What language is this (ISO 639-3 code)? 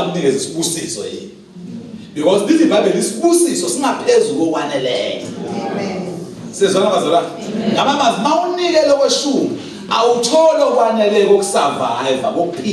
zul